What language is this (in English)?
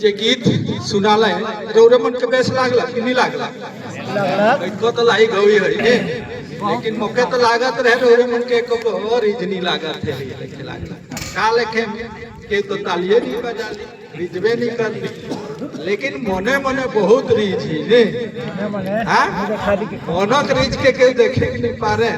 Sadri